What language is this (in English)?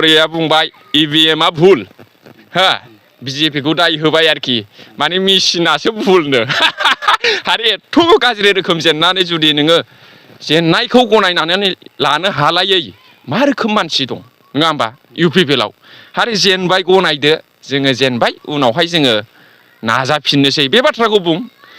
Bodo